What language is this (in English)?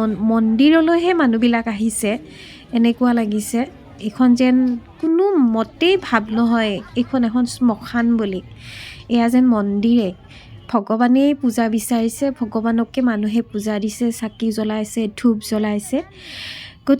Assamese